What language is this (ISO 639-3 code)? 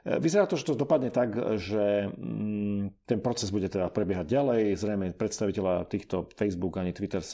slk